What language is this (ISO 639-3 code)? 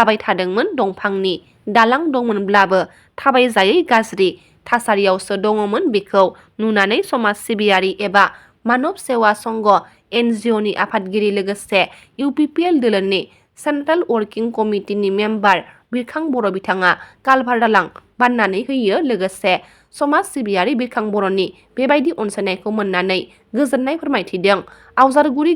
brx